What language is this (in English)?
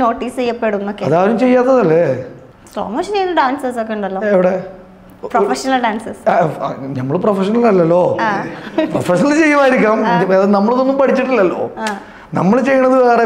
Malayalam